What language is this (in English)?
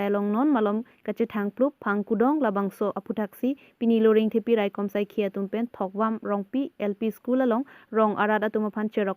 Karbi